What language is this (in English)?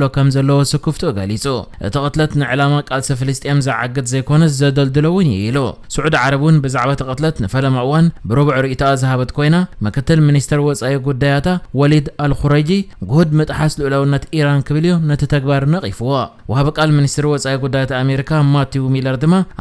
Tigrinya